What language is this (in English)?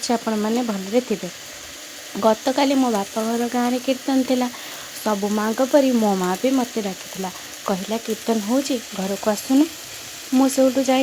Odia